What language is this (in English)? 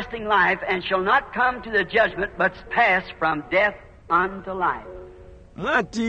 Bemba